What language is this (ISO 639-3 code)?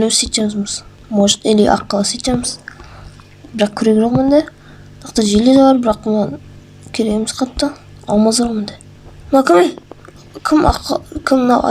kaz